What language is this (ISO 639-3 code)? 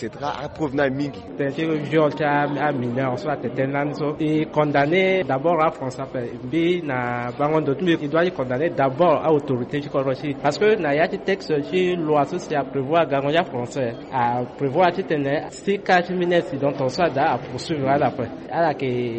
sag